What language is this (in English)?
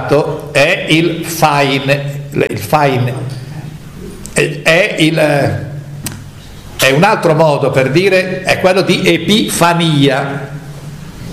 Italian